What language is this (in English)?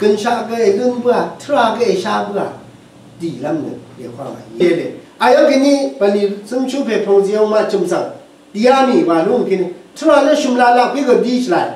Rawang